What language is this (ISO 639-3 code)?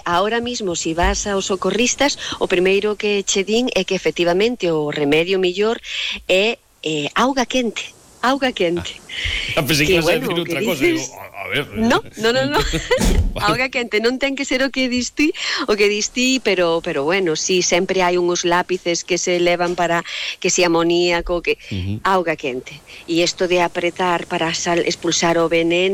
glg